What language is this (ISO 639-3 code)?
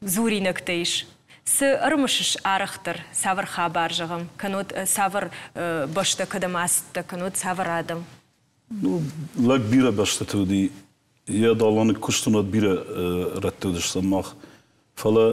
oss